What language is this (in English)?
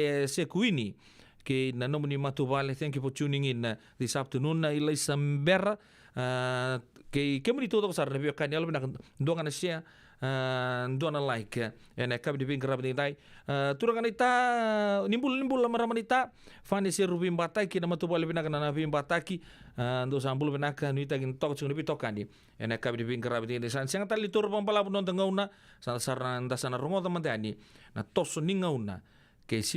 Fijian